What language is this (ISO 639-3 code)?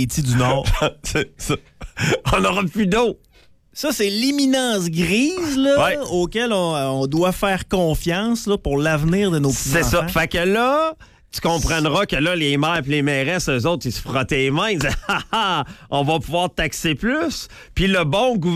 fra